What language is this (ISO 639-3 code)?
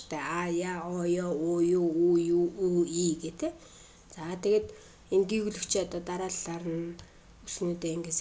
mon